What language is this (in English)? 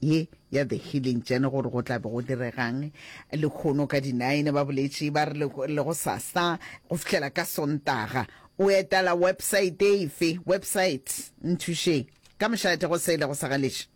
Northern Sotho